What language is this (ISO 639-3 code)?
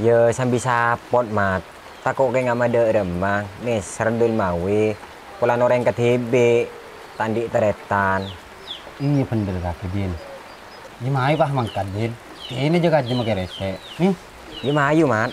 mad